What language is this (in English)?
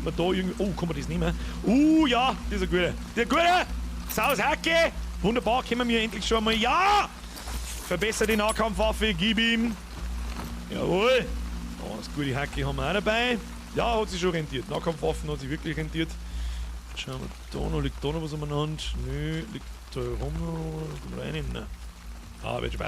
Bavarian